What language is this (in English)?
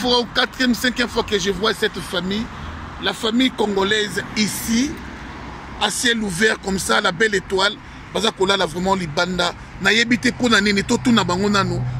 Lingala